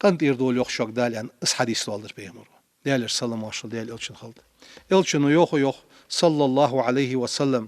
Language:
Ingush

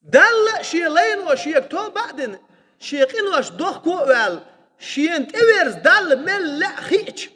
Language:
Chechen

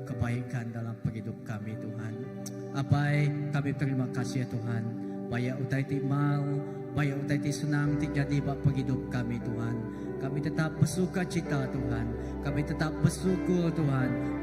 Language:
Iban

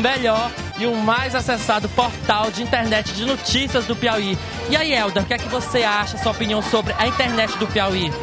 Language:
Portuguese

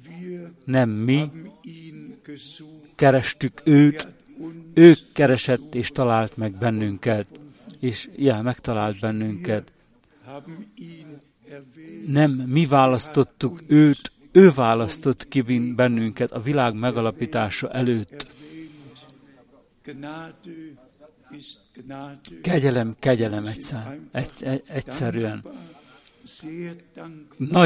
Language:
Hungarian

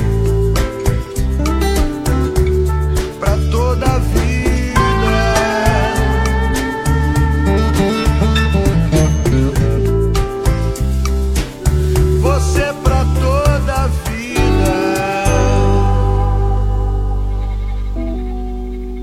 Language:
Portuguese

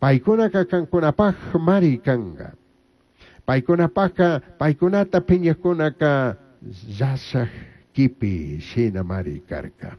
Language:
Chimborazo Highland Quichua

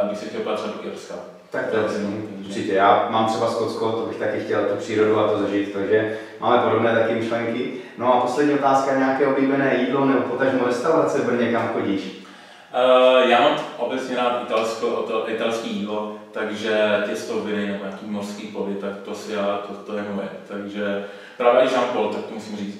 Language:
Czech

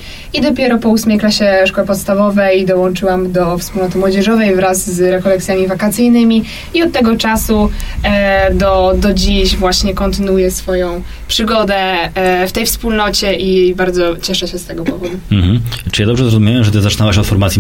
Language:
Polish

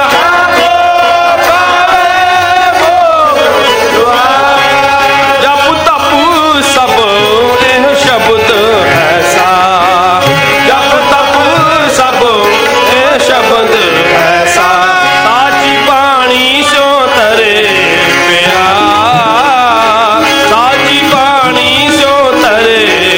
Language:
Punjabi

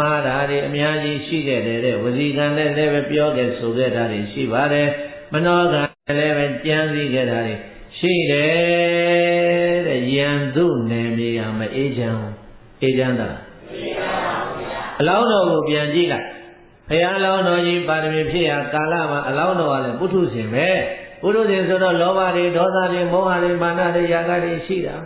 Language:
Burmese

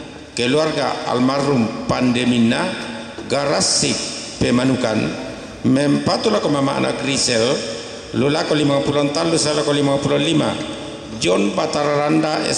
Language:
Toraja-Sa'dan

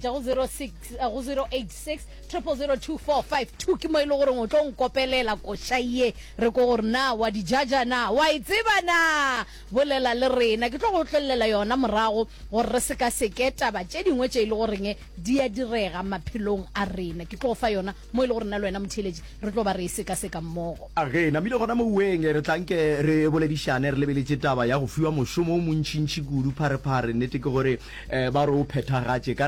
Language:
Northern Sotho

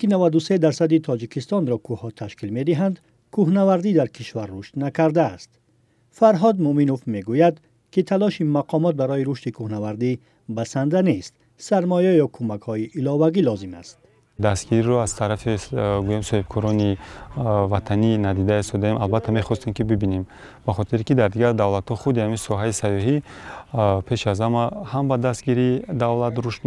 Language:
Tajik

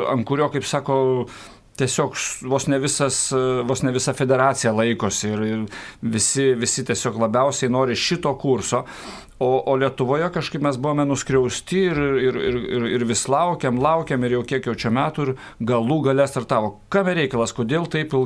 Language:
Lithuanian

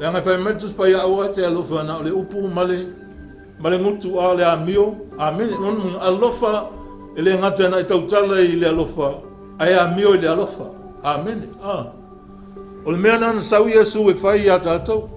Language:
Samoan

